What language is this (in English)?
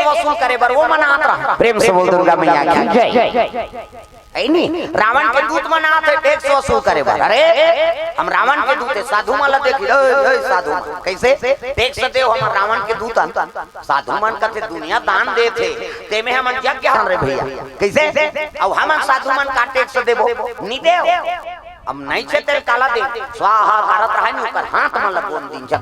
Chhattisgarhi